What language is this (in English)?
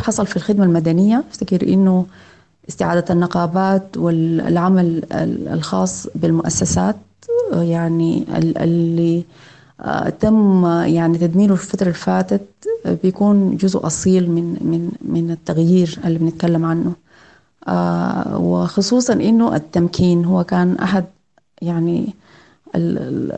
Sudanese Arabic